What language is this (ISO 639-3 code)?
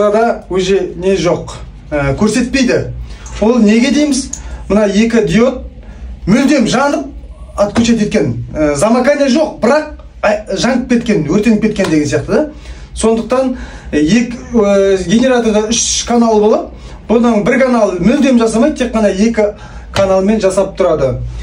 kaz